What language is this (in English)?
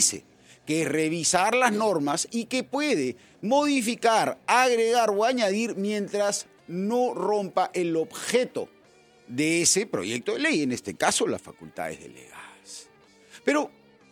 Spanish